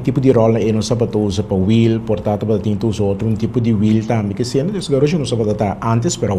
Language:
Papiamento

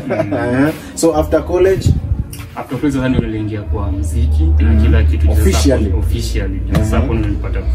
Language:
Swahili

